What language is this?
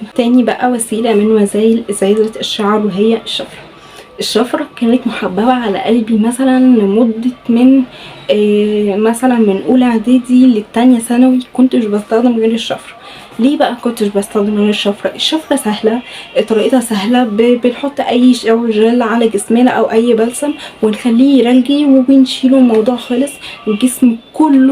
Egyptian Arabic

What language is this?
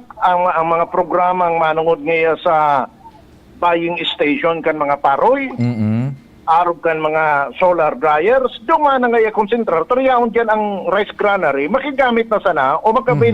Bikol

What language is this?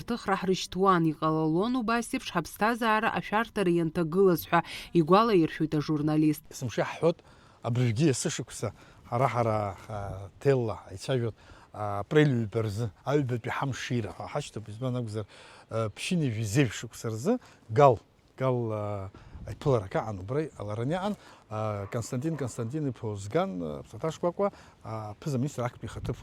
Abkhazian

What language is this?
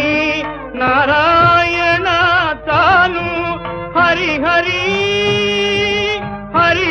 Telugu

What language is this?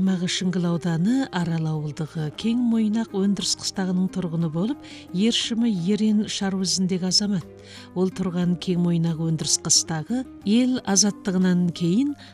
Kazakh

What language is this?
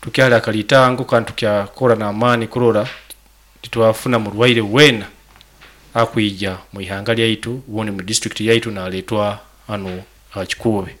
Nyoro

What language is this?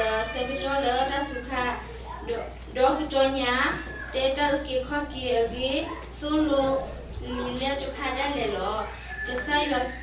S'gaw Karen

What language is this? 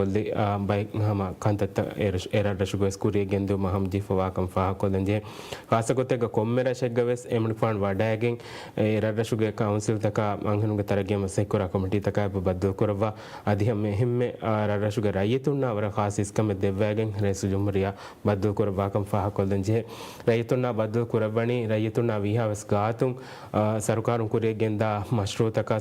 Divehi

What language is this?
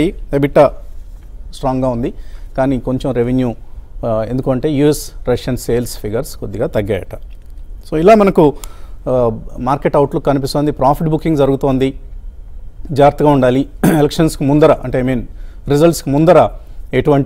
Telugu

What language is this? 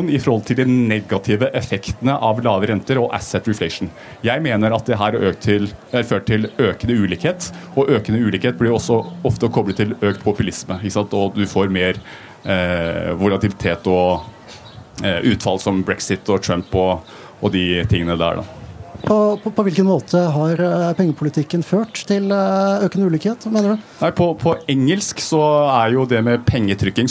Norwegian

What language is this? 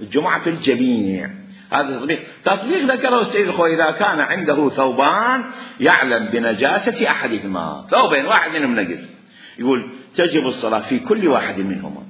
Mesopotamian Arabic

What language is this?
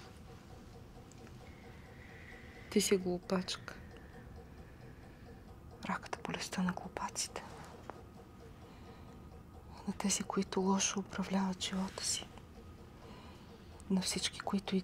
Bulgarian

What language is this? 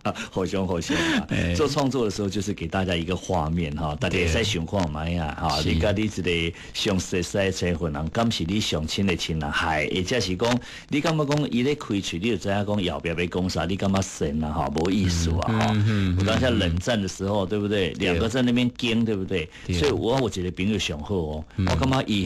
Min Nan Chinese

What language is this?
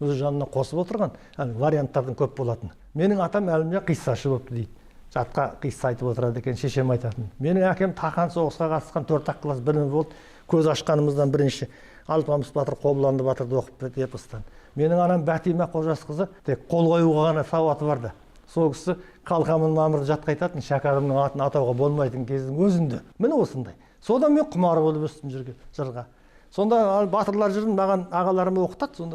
Kazakh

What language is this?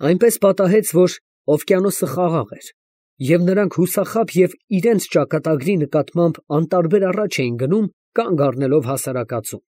Armenian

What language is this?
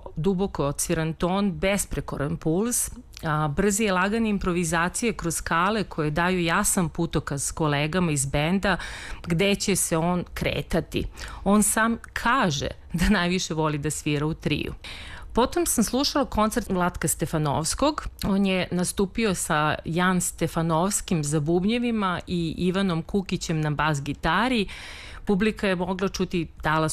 Serbian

